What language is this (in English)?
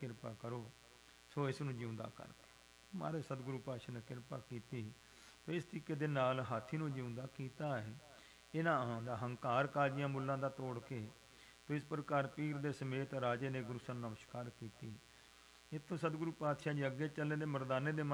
Punjabi